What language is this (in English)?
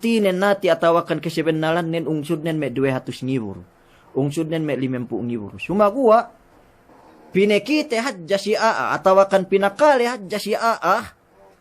Yakan